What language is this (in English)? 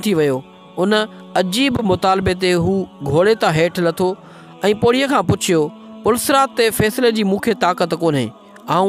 Sindhi